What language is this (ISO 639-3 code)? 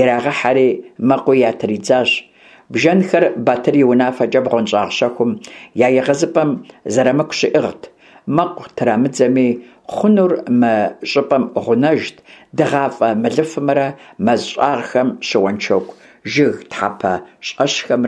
kbd